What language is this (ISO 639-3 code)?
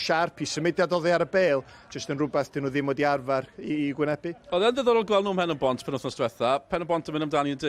cym